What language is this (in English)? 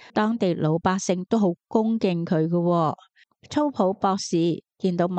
Cantonese